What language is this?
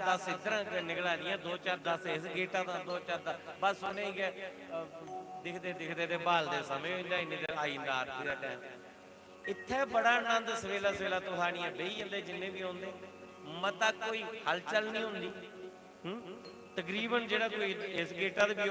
Dogri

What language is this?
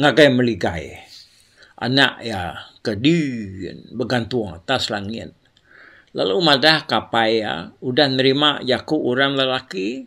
Iban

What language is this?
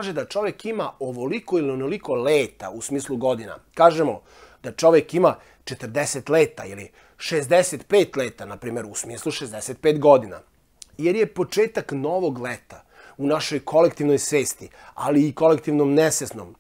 Serbian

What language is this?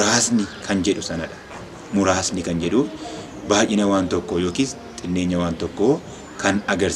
Oromo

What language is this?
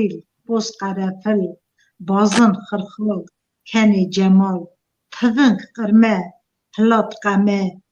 Kurdish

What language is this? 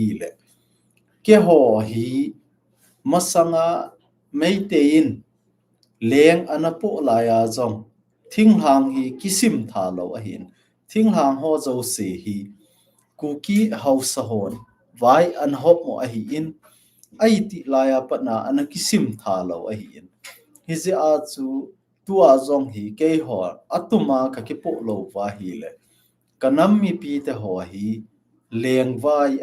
Thado Chin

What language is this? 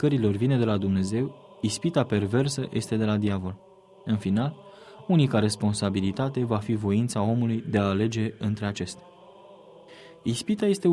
Romanian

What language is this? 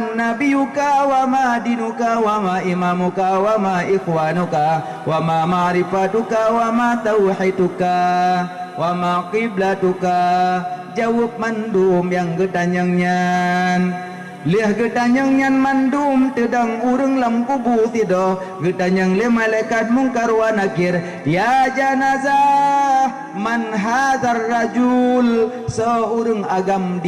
Achinese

